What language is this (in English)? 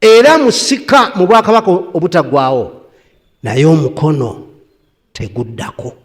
Ganda